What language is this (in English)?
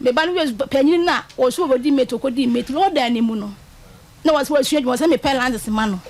Akan